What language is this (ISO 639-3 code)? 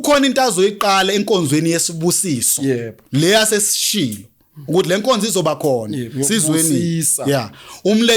zul